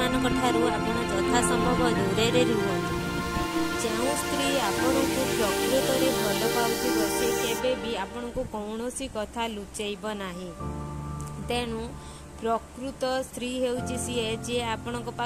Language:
Odia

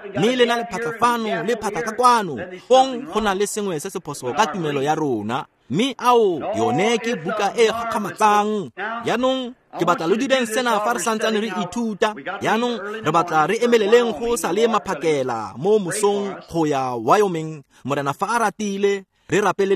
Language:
Tswana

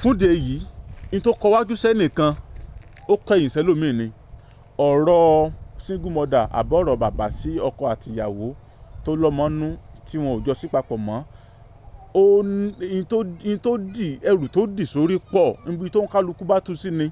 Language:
Yoruba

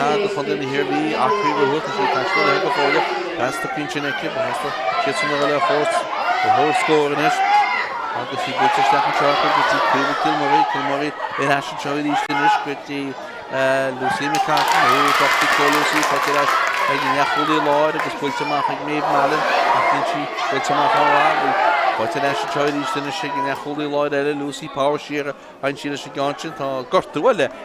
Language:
Irish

